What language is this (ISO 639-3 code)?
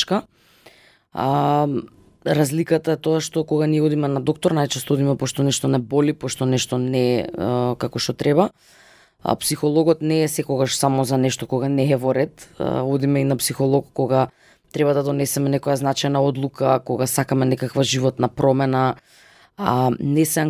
mkd